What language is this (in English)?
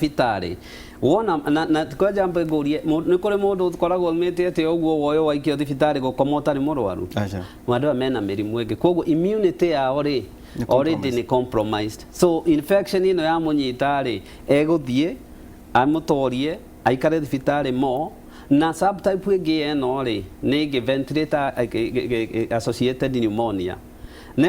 Kikuyu